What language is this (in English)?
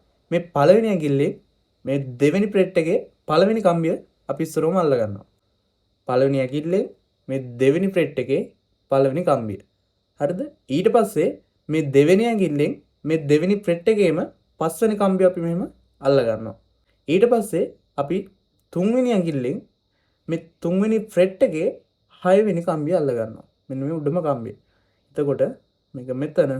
Sinhala